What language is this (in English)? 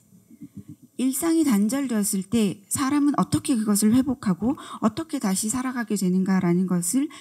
Korean